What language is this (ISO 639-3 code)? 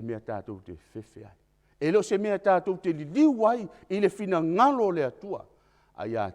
smo